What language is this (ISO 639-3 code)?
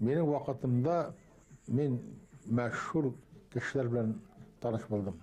bak